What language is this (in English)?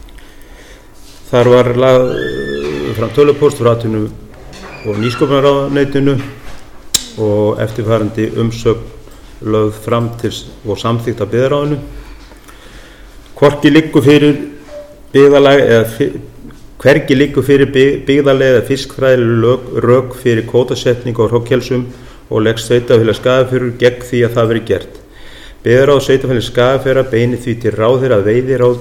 Icelandic